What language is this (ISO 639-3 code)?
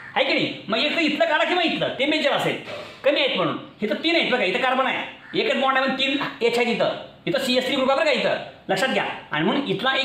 mar